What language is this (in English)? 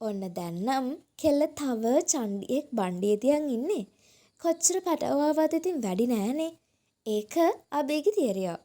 Sinhala